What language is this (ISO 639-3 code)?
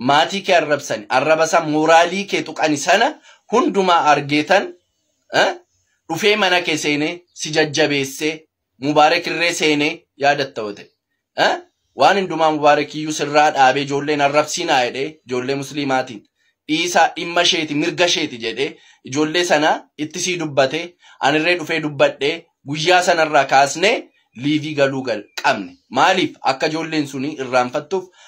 orm